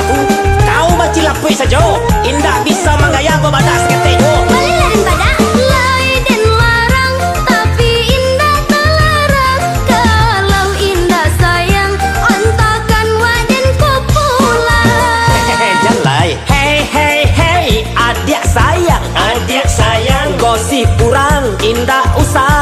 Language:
Minangkabau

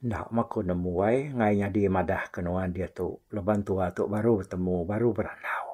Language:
Iban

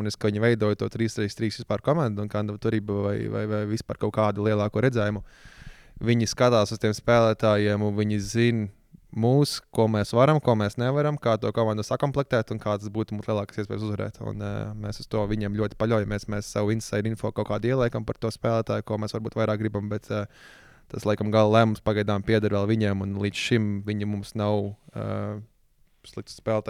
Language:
Latvian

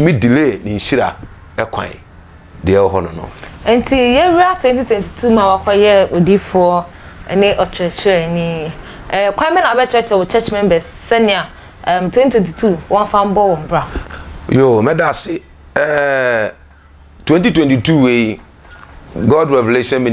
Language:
Akan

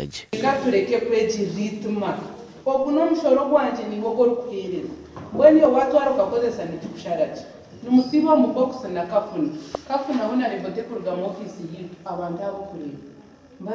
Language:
Nyankole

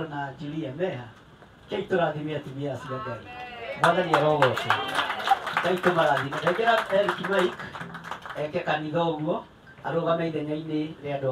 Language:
Kikuyu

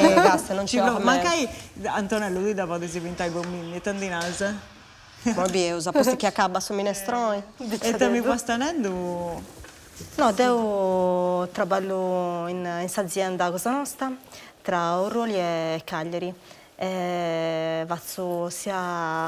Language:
Sardinian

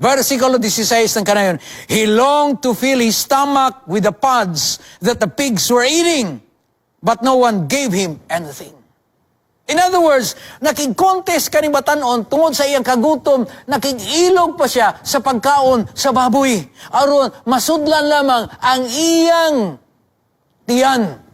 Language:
Cebuano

